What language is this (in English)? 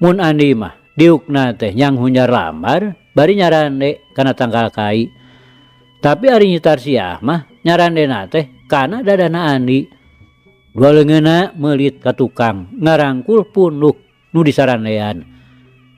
Sundanese